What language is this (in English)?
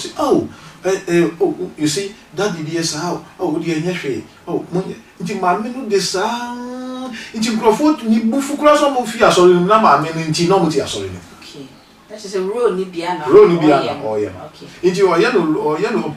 Akan